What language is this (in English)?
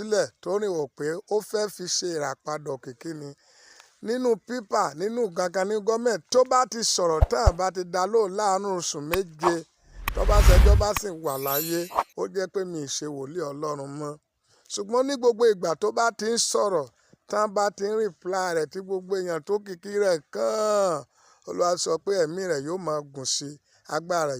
Yoruba